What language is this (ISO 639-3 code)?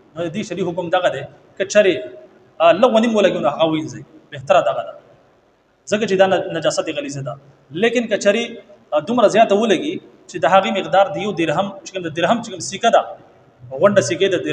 pus